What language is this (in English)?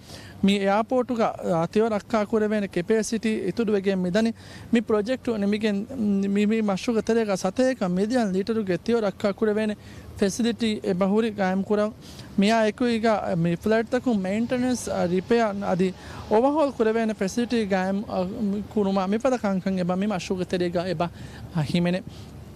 Divehi